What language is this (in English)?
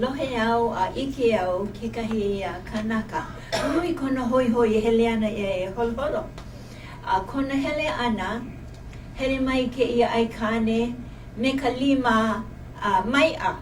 Hawaiian